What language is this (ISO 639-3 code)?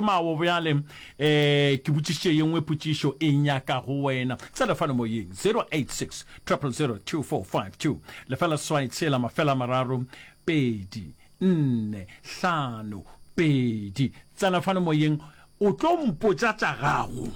nso